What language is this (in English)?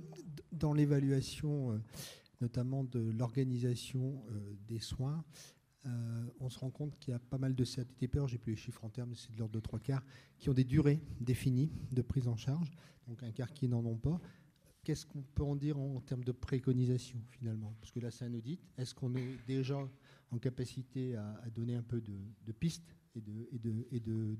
French